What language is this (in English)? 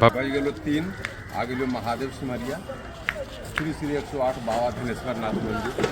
Magahi